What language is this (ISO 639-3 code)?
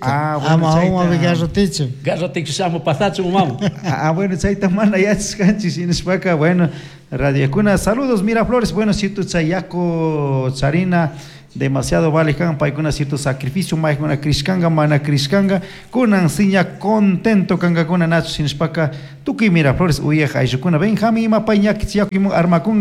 qug